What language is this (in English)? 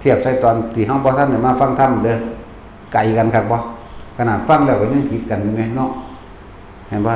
Northeastern Thai